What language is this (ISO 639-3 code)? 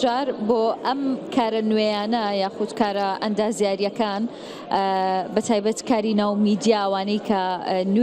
ckb